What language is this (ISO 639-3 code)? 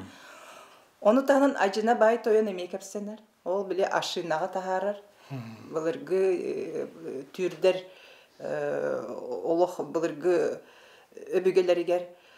sah